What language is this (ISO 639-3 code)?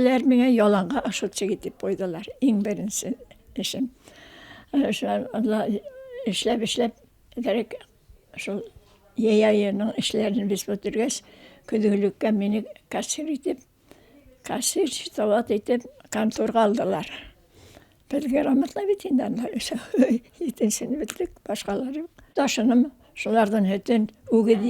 bak